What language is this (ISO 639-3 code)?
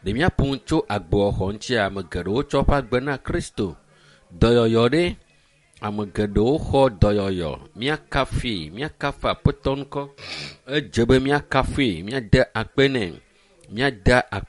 ewe